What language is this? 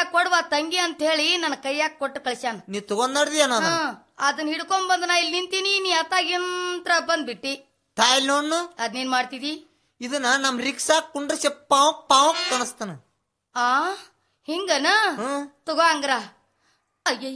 Kannada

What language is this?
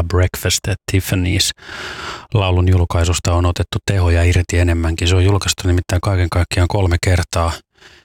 Finnish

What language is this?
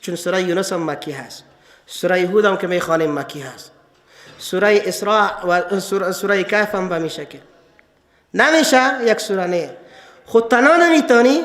Persian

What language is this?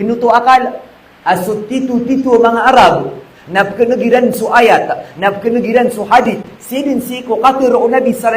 Maranao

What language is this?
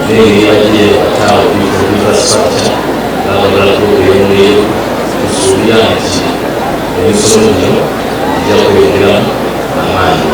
Soga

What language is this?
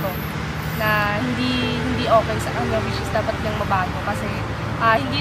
Filipino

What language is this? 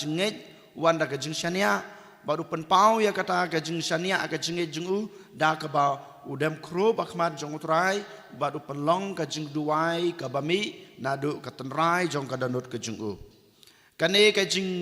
Khasi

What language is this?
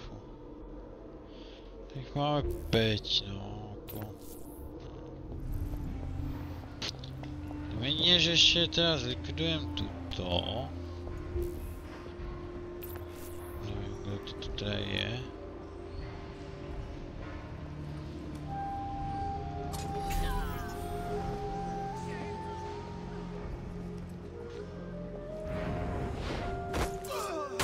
Czech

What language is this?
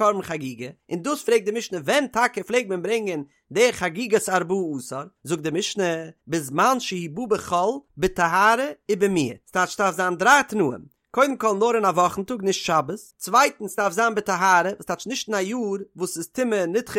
Yiddish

